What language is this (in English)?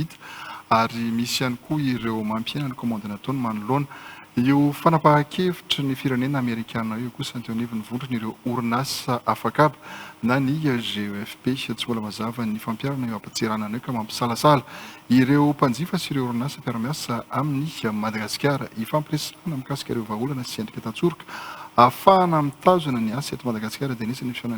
Malagasy